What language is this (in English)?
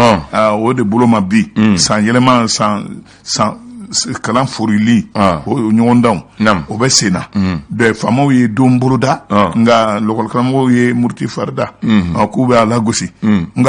Bambara